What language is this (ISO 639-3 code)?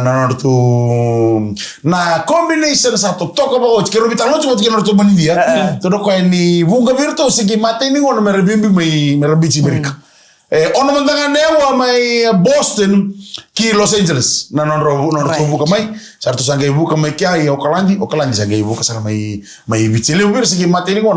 fij